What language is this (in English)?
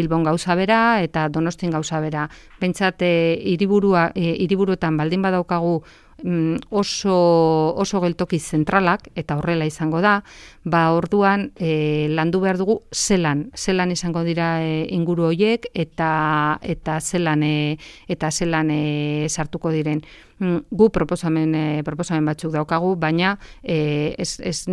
Basque